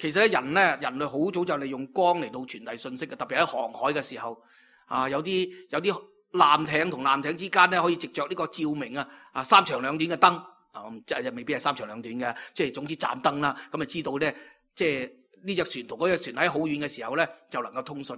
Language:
Cantonese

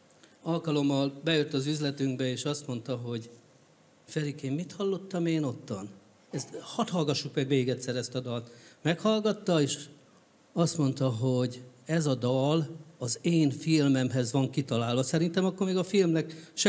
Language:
Hungarian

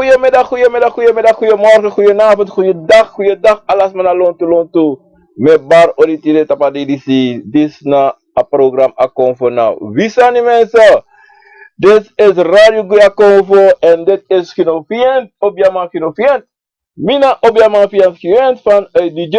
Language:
Sranan Tongo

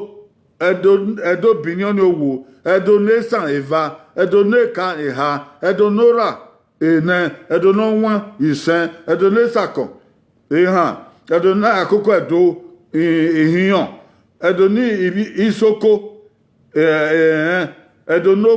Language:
Bini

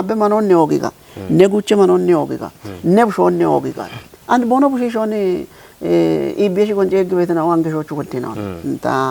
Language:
Kafa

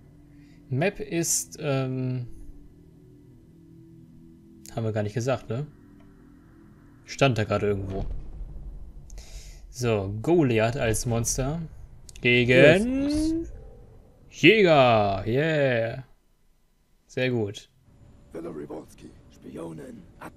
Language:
German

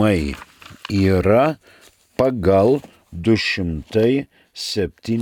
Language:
Lithuanian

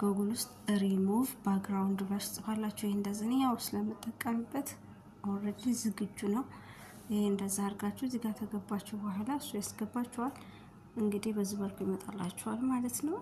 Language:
Amharic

